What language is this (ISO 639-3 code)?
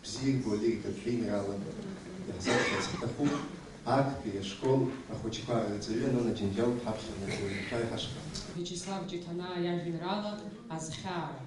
abk